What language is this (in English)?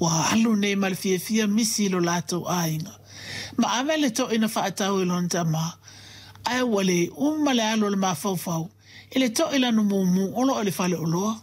Samoan